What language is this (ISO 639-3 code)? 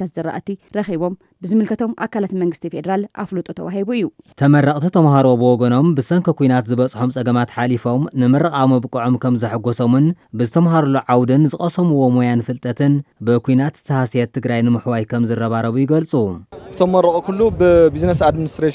tir